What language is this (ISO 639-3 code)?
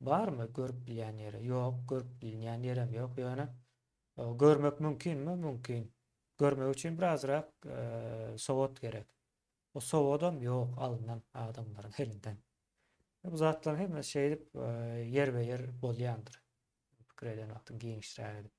tuk